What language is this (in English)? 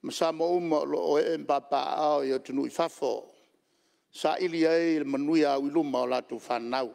Samoan